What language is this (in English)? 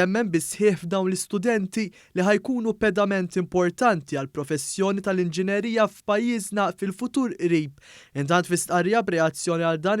Maltese